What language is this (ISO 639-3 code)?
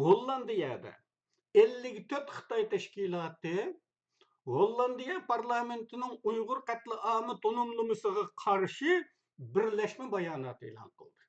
uig